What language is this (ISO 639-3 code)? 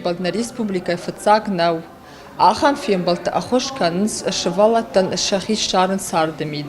oss